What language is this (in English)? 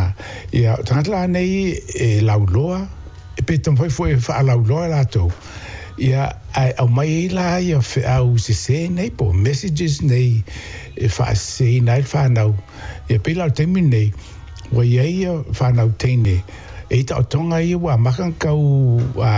Samoan